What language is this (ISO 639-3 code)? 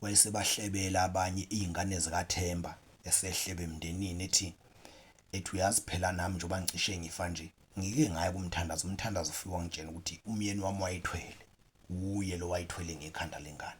zul